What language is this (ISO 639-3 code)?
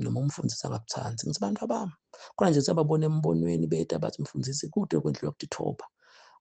zul